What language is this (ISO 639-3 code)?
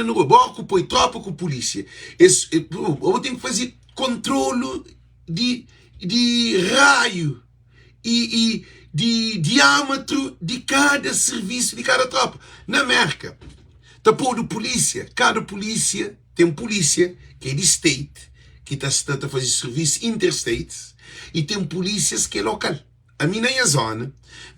kea